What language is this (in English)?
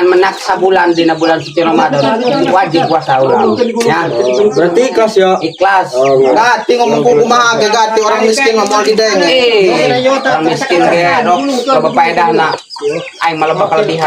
Sundanese